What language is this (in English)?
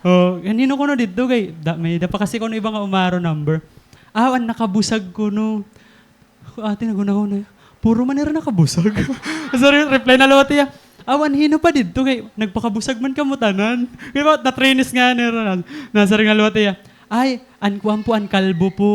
Waray